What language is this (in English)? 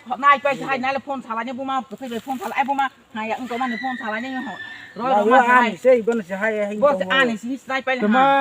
Kok Borok